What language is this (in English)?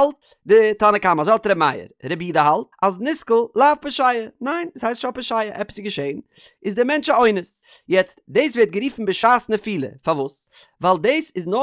Yiddish